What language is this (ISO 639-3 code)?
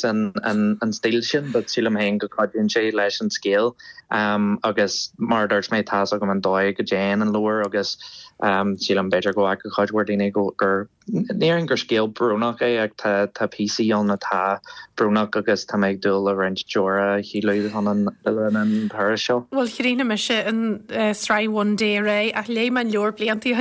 gle